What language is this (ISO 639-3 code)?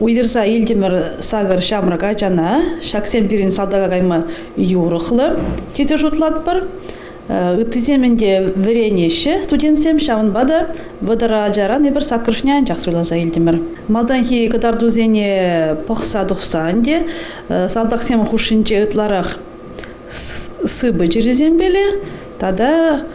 chv